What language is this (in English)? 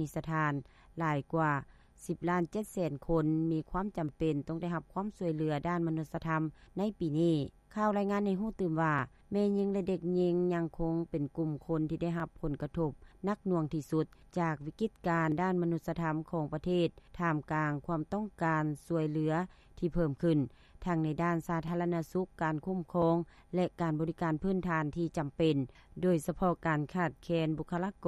Lao